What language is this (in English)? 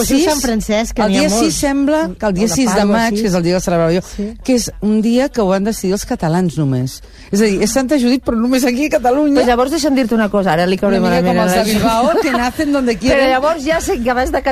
Catalan